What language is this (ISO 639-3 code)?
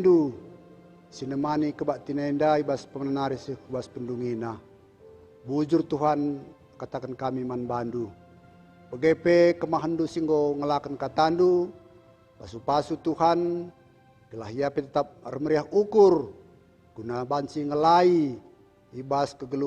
btx